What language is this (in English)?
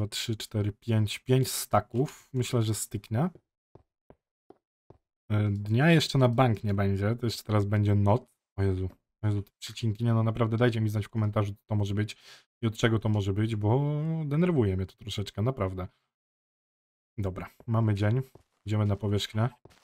Polish